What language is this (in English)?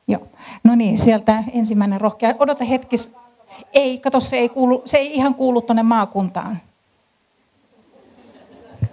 Finnish